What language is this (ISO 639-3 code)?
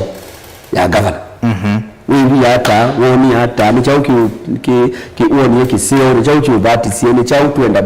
kam